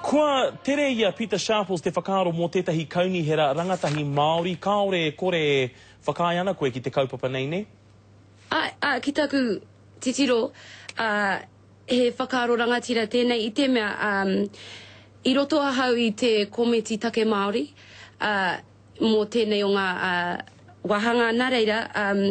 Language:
Māori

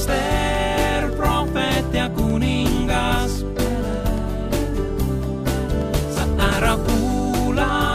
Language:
Estonian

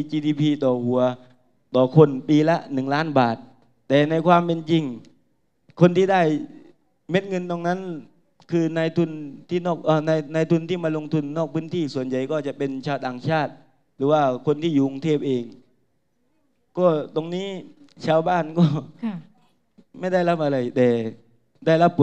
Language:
Thai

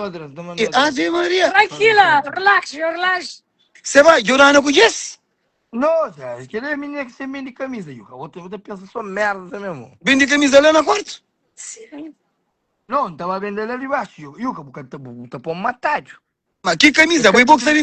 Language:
Kabuverdianu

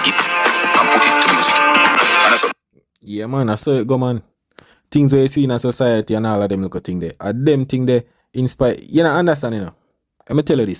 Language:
Jamaican Creole English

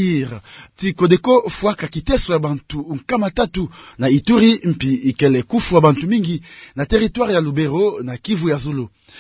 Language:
Kituba (Democratic Republic of Congo)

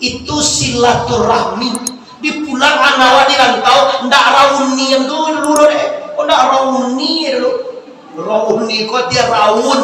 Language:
Minangkabau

